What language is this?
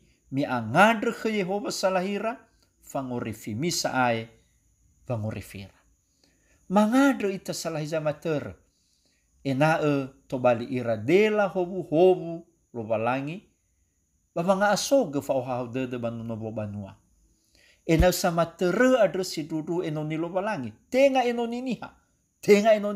Nias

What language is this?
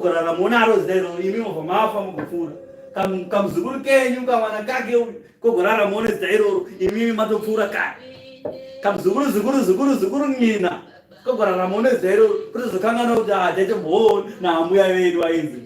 Shona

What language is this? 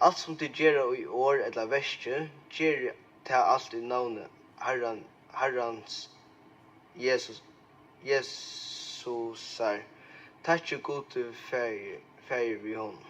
Faroese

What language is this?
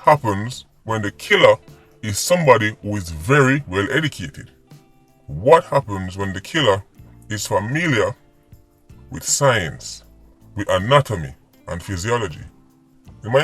Jamaican Creole English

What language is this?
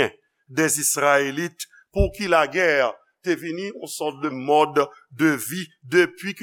Haitian Creole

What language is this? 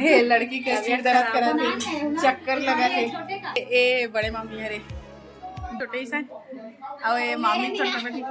Chhattisgarhi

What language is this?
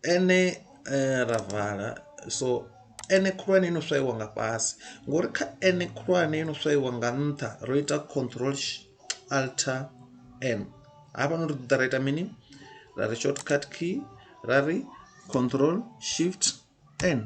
Venda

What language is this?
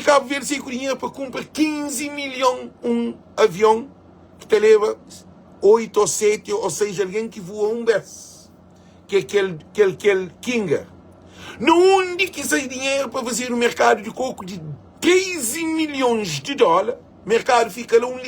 Kabuverdianu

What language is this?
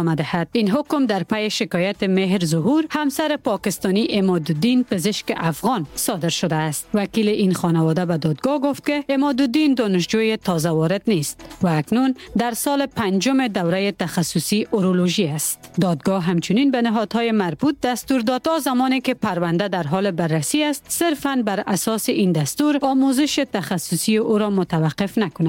Persian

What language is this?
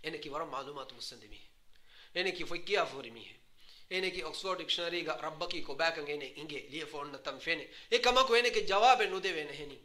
Divehi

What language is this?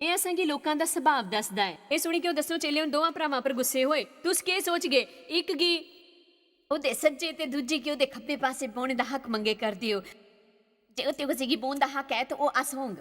Dogri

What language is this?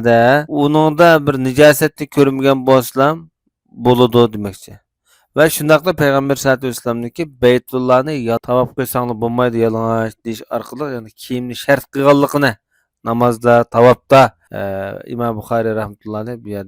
Uyghur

